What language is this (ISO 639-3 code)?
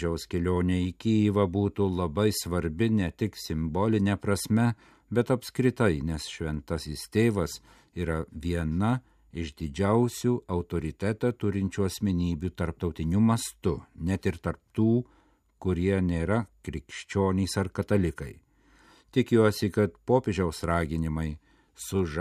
lit